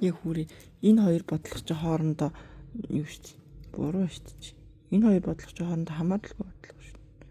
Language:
Mongolian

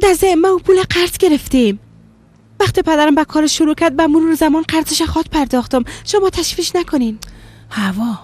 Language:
Persian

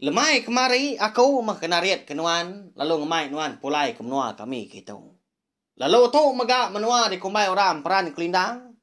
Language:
Iban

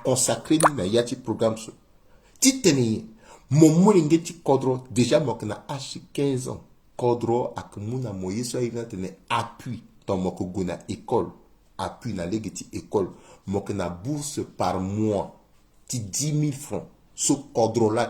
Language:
Sango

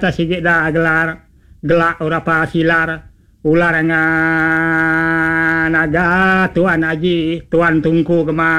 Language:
Iban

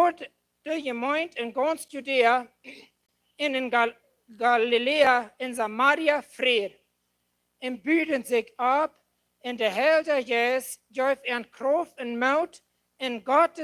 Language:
Plautdietsch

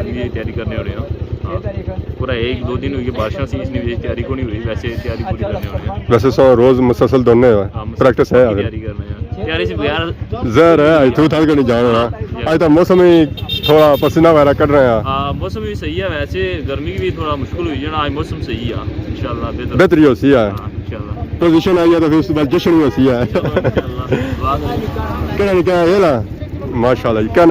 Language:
Pahari-Potwari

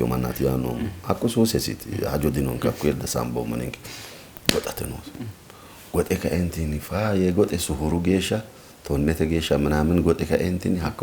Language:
Sidamo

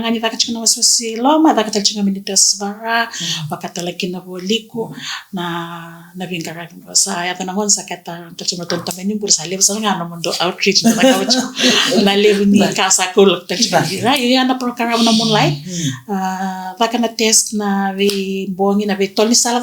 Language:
Fijian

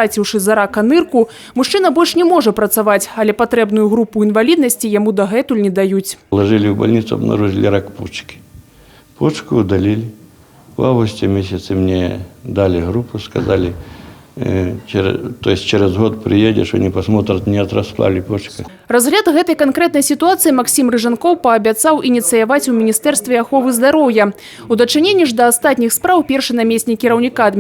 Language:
Belarusian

